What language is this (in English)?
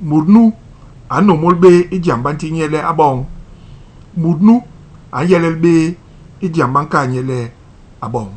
Basaa